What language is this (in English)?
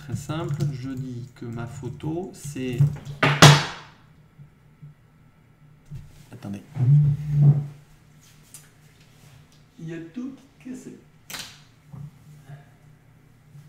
French